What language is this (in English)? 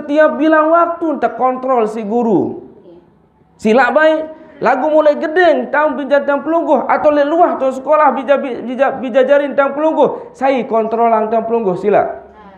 Sasak